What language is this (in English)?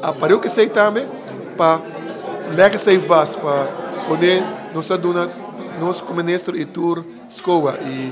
Papiamento